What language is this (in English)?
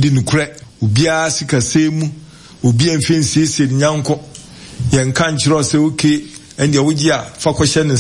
Akan